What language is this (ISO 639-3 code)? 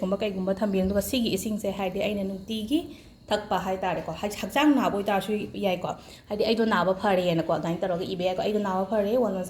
mni